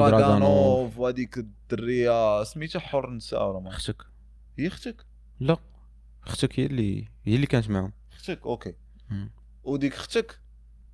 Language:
Moroccan Arabic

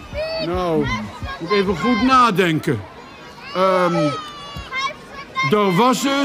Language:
Dutch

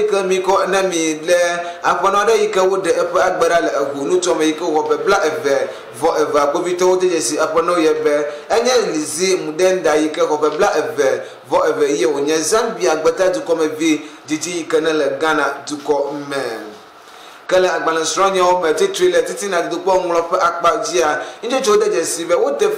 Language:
Ewe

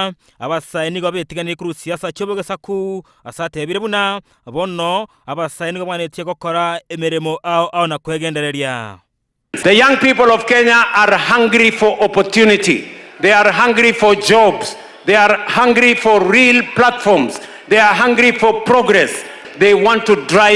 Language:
Gusii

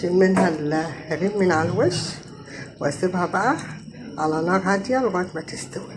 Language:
Egyptian Arabic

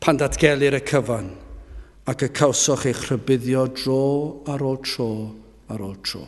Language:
Welsh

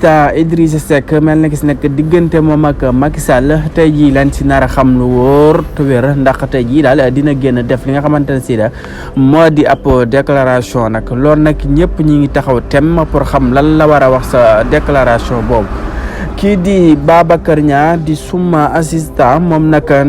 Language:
Wolof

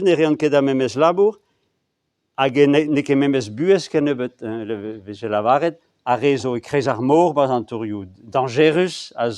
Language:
Breton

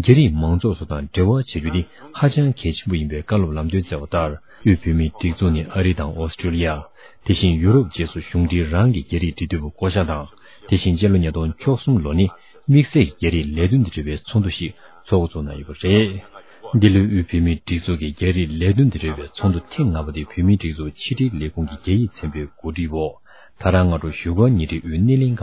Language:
Tibetan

